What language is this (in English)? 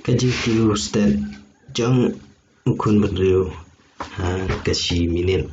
Khasi